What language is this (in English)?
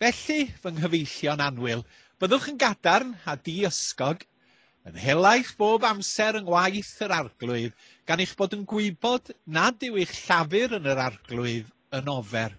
Welsh